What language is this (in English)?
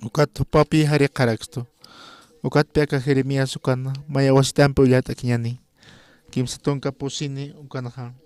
Aymara